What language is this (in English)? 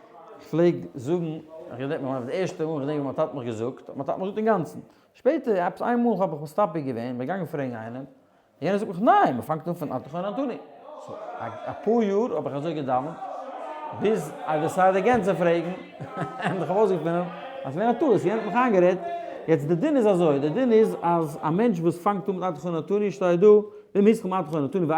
Yiddish